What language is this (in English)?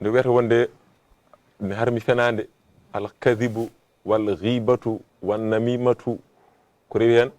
Fula